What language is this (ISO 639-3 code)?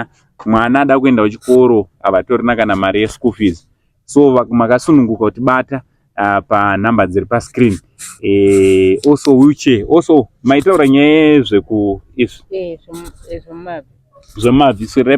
sna